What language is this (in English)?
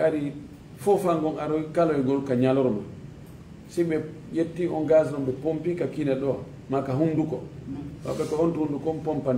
Fula